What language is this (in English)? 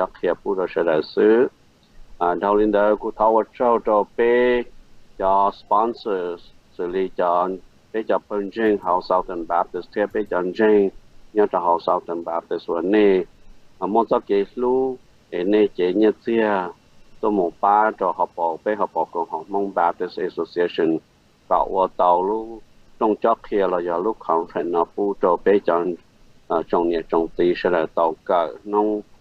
Hmong